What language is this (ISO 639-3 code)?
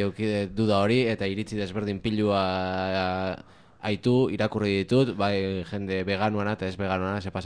eus